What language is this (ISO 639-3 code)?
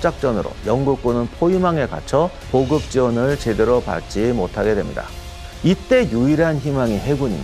kor